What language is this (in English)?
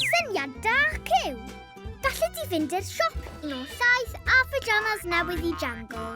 Welsh